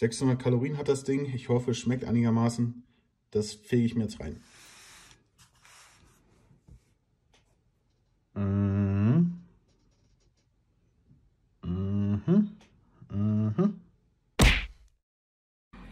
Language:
German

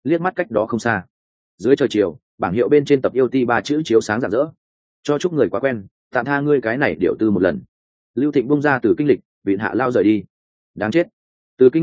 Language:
Vietnamese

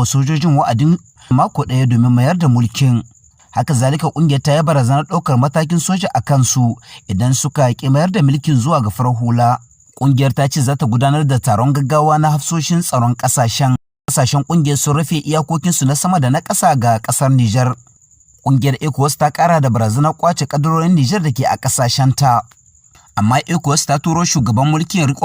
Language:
Hausa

